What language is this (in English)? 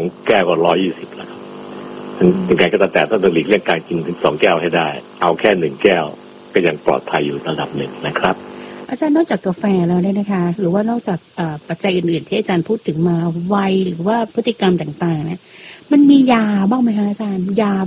Thai